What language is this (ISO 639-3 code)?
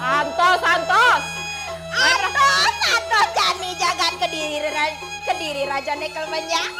ban